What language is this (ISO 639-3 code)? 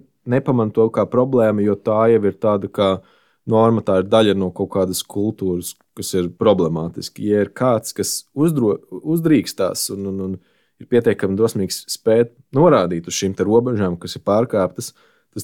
lav